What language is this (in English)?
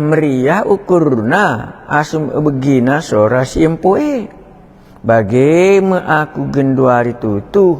Batak Karo